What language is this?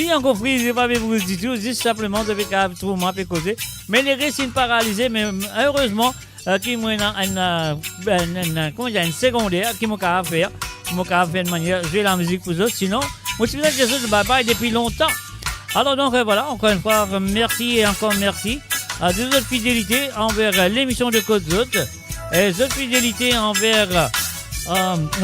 Morisyen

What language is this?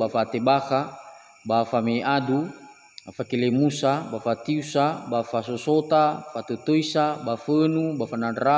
Nias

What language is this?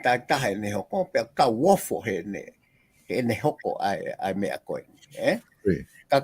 Tongan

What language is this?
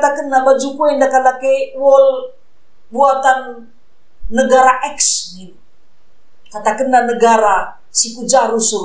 Batak Karo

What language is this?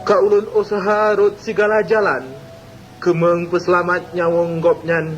Achinese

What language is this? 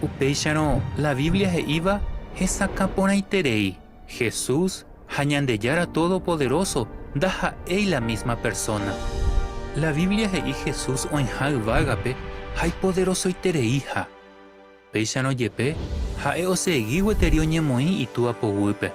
Guarani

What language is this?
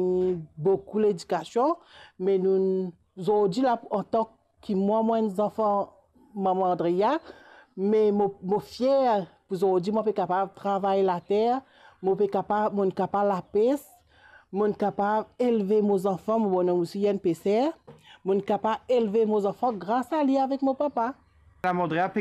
Morisyen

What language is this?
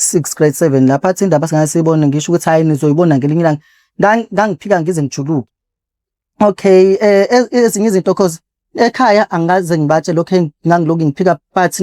Zulu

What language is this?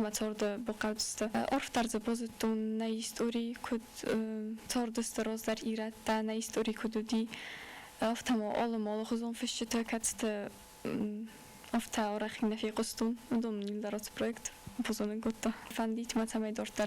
Ossetic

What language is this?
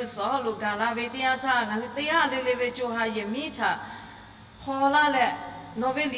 Lahu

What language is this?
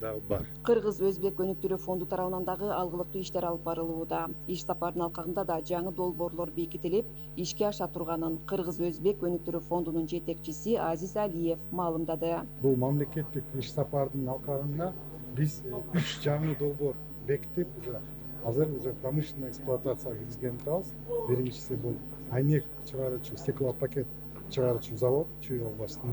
Kyrgyz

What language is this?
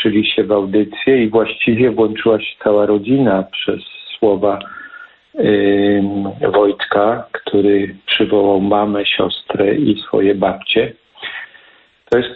Polish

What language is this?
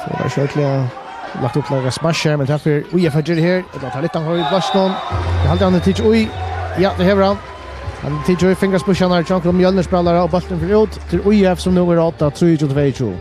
Faroese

